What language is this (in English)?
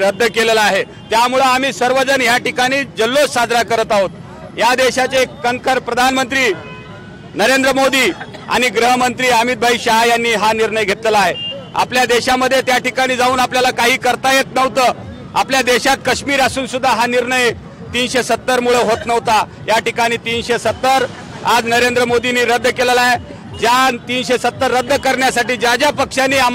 Marathi